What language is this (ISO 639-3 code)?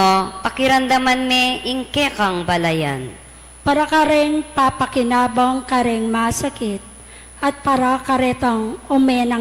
pam